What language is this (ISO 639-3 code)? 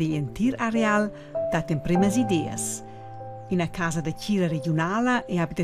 roh